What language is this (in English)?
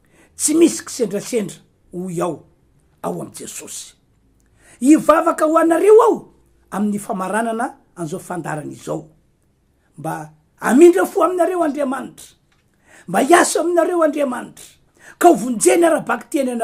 Malagasy